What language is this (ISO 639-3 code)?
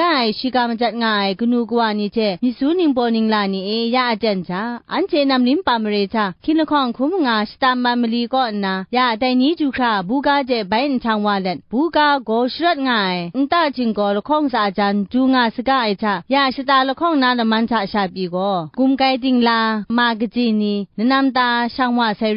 kac